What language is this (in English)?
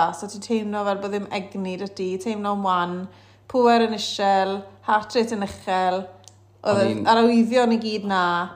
Welsh